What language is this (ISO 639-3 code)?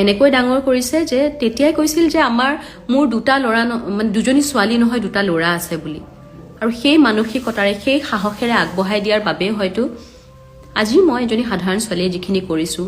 asm